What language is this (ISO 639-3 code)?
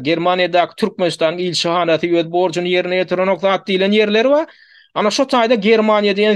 tuk